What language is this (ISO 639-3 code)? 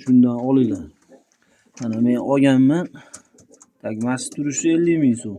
uzb